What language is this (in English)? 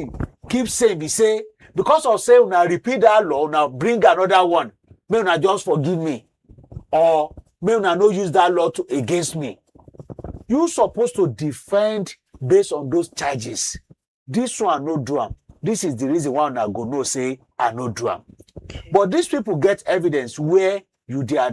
Nigerian Pidgin